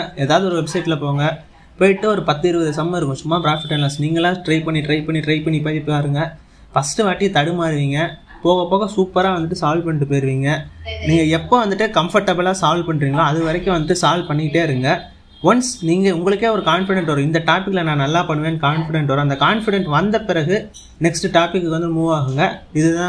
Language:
Tamil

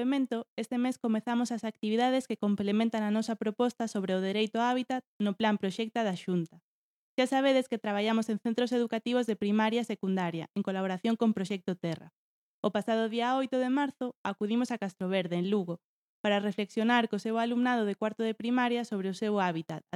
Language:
Galician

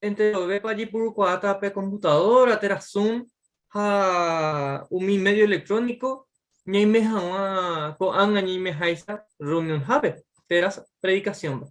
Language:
Guarani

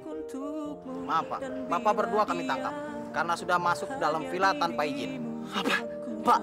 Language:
Indonesian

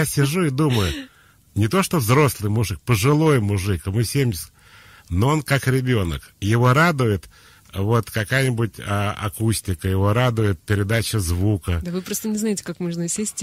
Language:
Russian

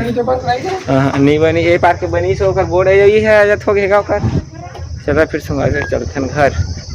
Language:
Chhattisgarhi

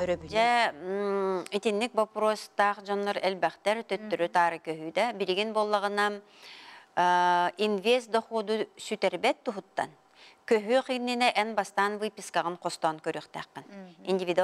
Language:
Yakut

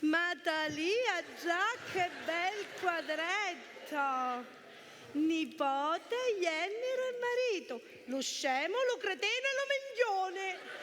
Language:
Sicilian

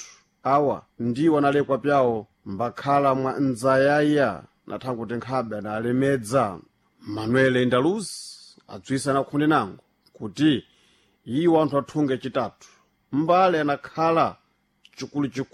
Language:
Sena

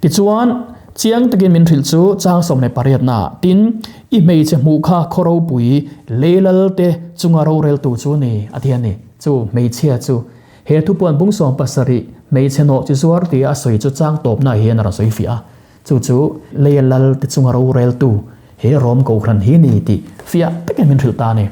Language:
Mizo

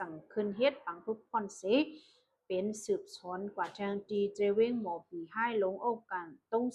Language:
Shan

